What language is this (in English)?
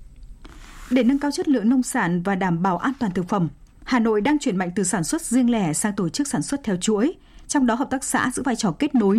Vietnamese